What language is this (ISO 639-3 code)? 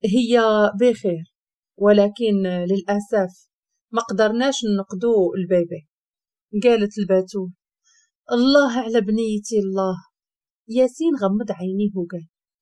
ary